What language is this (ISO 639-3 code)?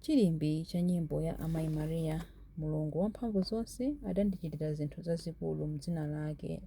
nya